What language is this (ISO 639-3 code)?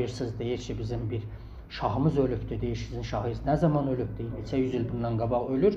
azb